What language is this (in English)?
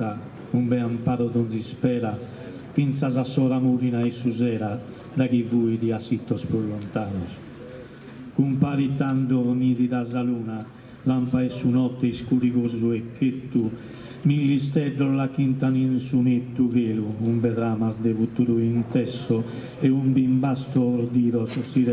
Sardinian